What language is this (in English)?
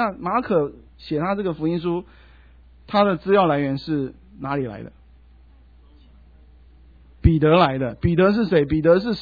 Chinese